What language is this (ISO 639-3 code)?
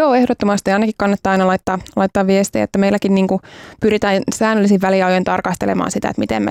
fin